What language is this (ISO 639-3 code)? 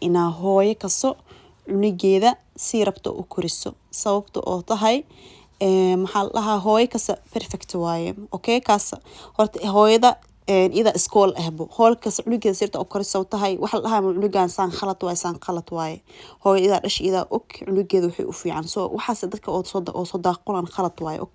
som